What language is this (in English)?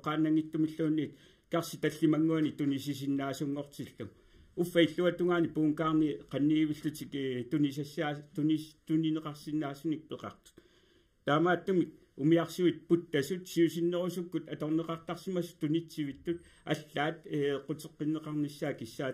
Kalaallisut